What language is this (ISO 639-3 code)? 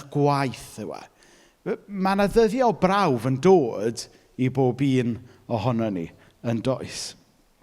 cym